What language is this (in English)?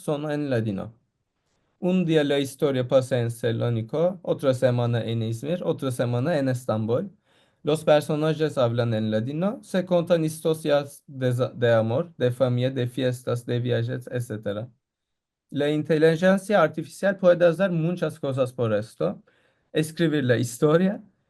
Ladino